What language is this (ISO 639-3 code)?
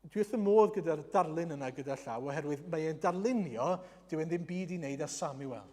cym